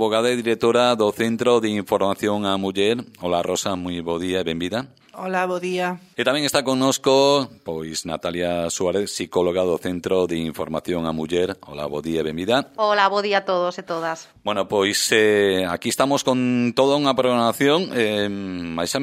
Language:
Galician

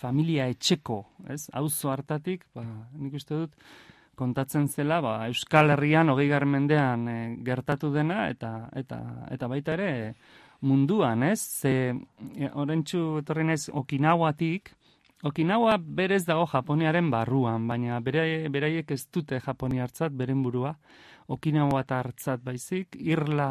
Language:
Basque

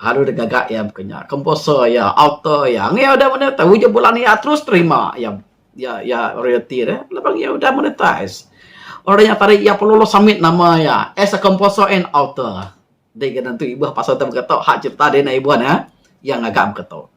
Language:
Iban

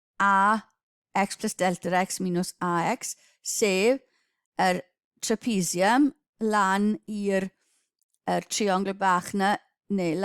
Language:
Welsh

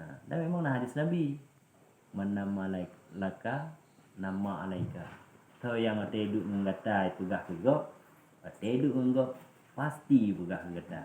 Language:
Achinese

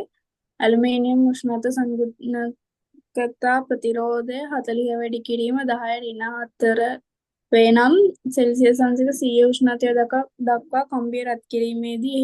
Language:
Sinhala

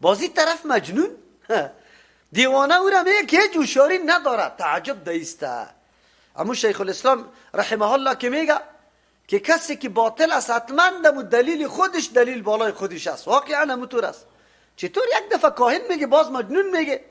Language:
Persian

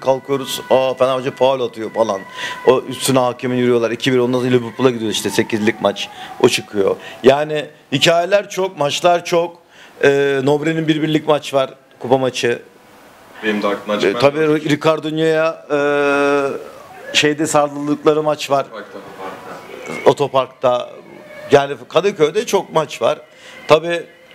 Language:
Turkish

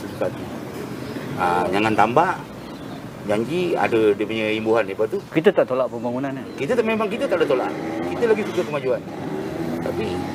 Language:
Malay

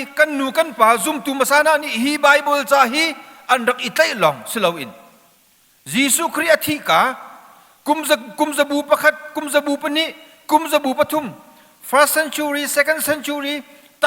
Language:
Hakha Chin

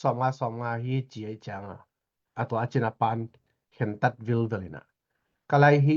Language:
Tedim Chin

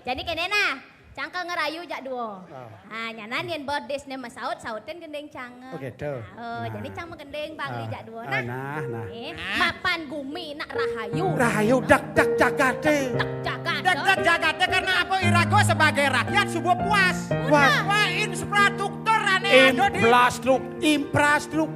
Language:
Balinese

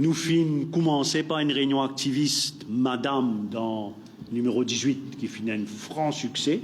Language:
Morisyen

